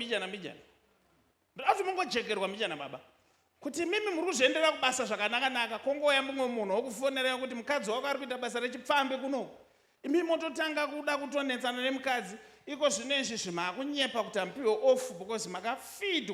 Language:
Shona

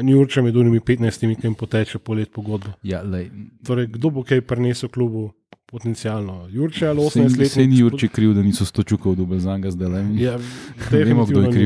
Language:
Slovenian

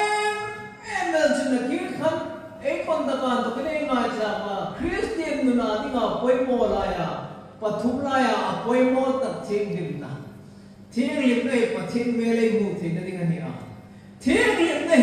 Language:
Hmar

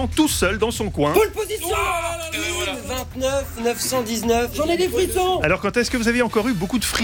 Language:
French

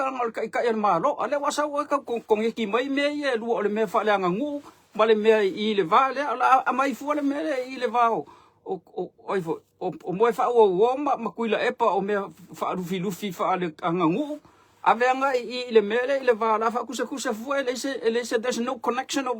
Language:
Samoan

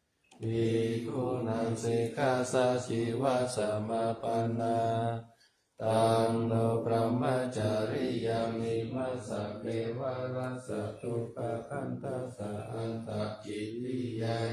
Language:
Pali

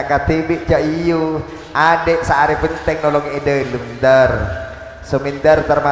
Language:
Madurese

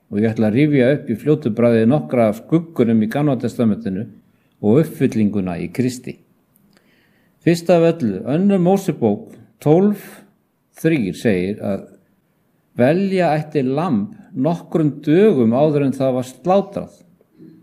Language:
Icelandic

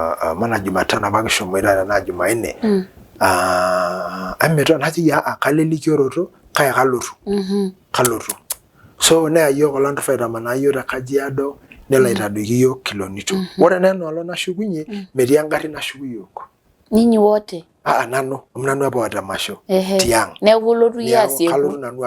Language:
Masai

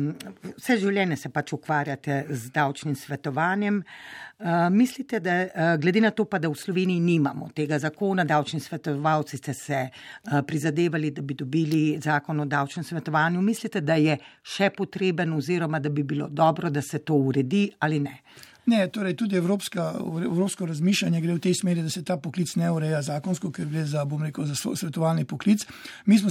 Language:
Slovenian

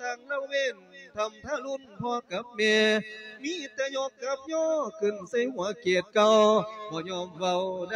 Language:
Lao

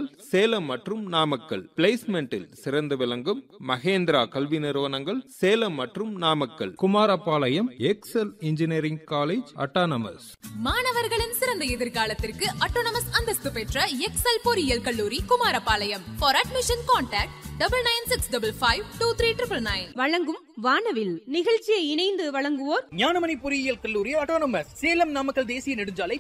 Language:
Tamil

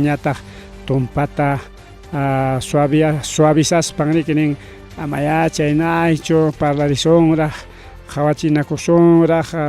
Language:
Ayacucho Quechua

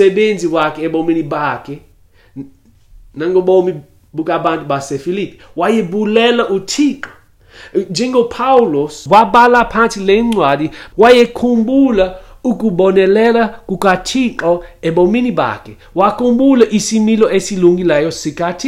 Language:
Xhosa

